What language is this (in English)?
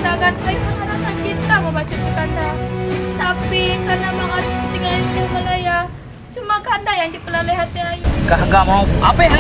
Achinese